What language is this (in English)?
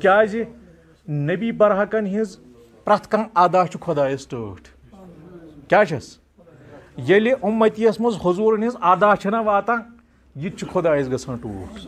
Kashmiri